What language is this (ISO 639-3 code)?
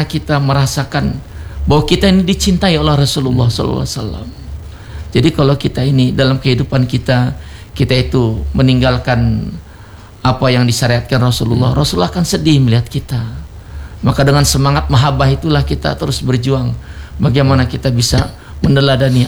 ind